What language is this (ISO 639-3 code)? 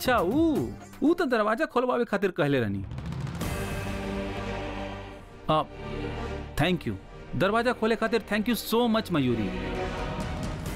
bho